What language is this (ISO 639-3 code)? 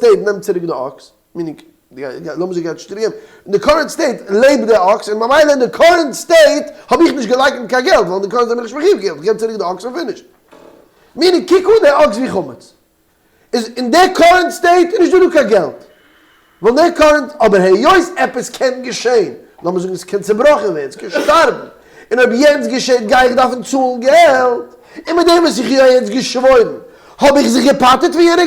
yid